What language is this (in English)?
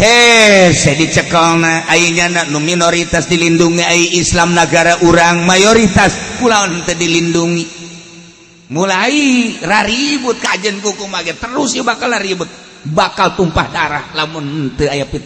Sundanese